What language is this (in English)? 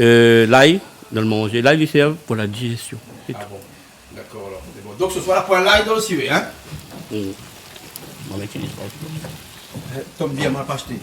Réunion Creole French